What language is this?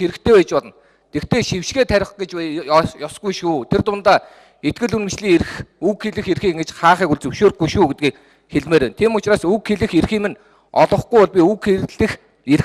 Mongolian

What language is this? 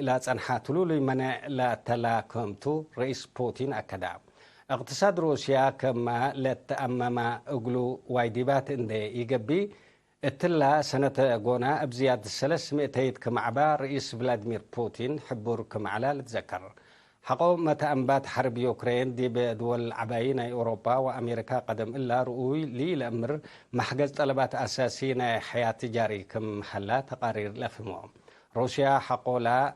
Tigre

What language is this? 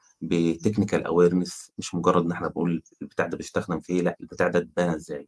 Egyptian Arabic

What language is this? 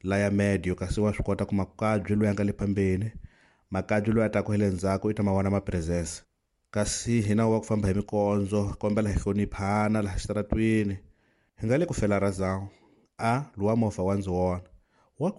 Tsonga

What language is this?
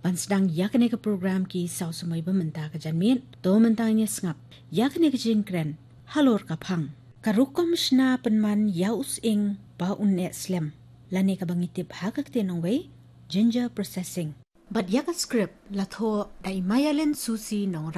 Khasi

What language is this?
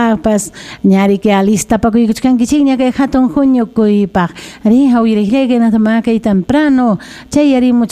Ayacucho Quechua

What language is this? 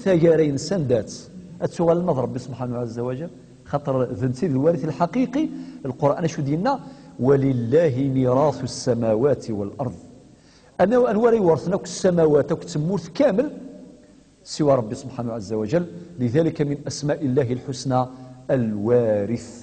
Kabyle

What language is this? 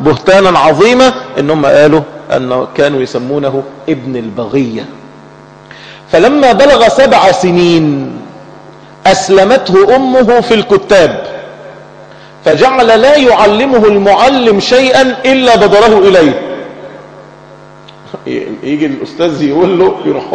Arabic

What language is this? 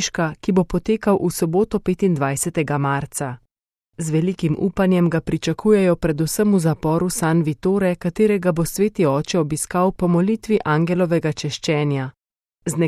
Slovenian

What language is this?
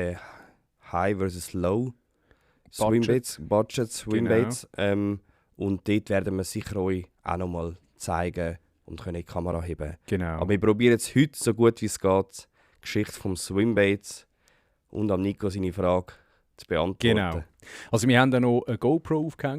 Swiss German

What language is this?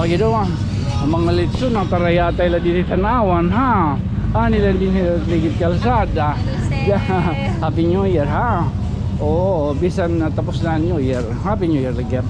Waray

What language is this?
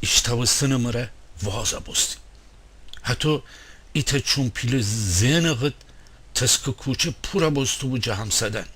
Gilaki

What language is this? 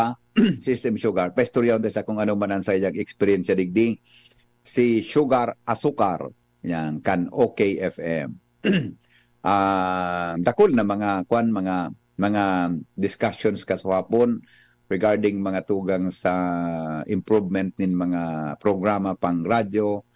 Bikol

